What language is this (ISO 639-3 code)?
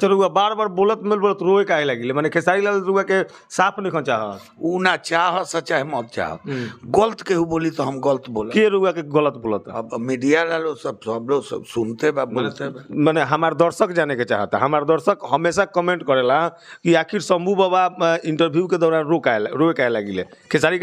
bho